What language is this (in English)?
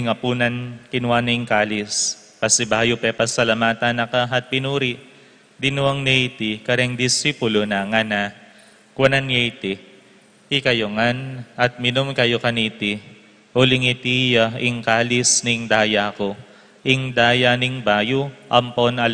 Pampanga